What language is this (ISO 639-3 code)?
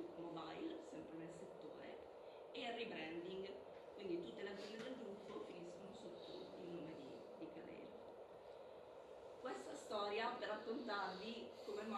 ita